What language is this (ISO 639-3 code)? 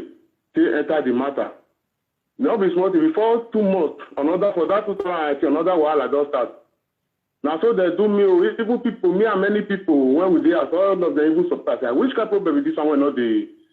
pcm